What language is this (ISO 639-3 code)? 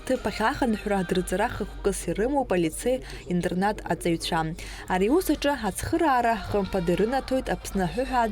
abk